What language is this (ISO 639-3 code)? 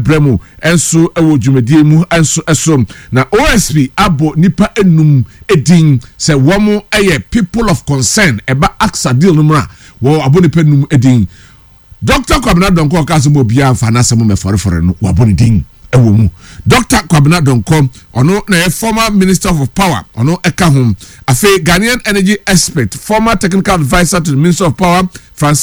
aka